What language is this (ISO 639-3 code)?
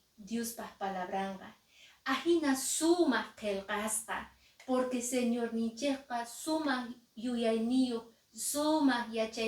que